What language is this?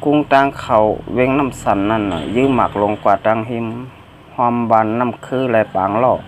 Shan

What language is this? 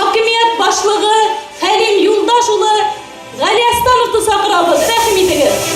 Bashkir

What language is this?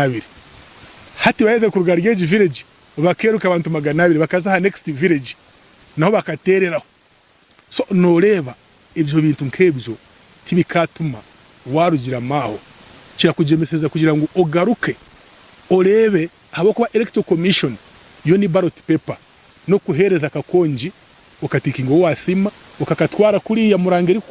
Nyankole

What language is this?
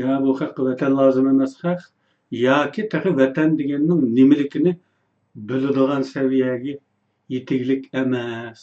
Uyghur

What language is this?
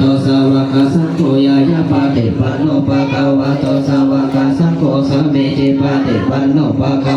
Pali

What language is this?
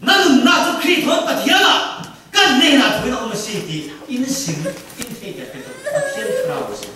Falam Chin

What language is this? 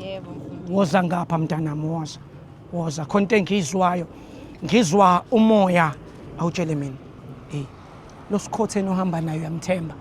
Zulu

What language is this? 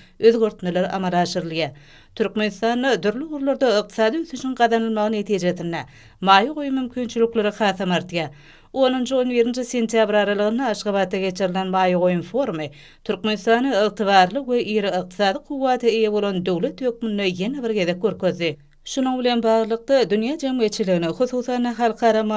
Turkmen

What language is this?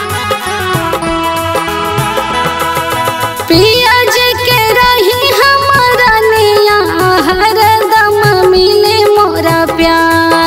Bhojpuri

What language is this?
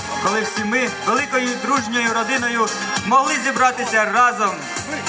Ukrainian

